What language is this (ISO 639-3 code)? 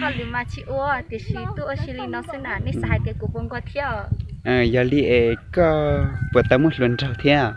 hmn